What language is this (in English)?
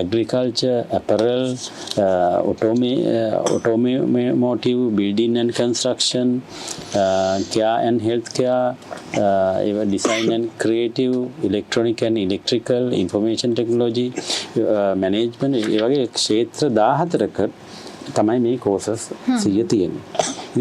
Sinhala